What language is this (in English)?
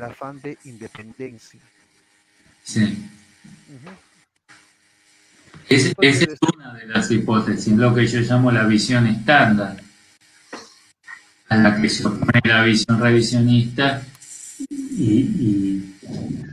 Spanish